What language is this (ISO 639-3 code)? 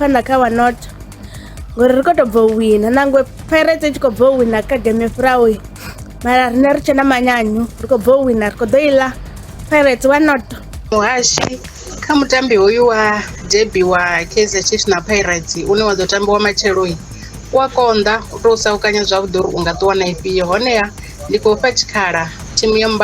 ven